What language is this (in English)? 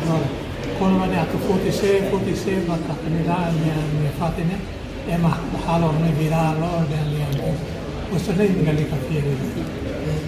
Tetum